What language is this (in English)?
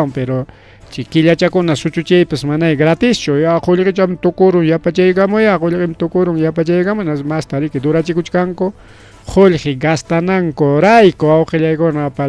Ayacucho Quechua